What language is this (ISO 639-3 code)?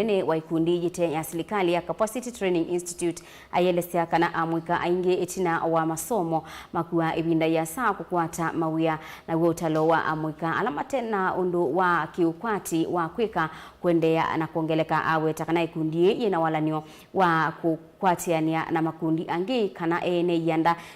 kam